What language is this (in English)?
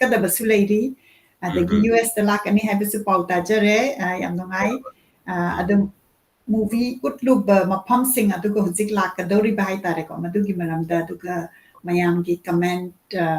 Manipuri